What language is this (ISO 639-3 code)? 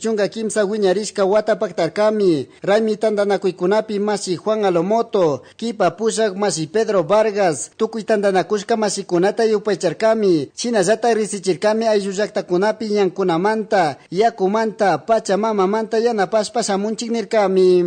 qug